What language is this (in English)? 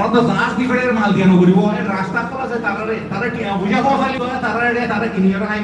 Rohingya